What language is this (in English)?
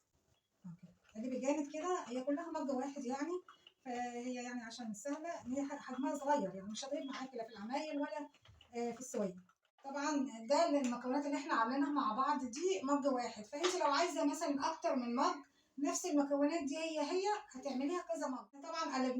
Egyptian Arabic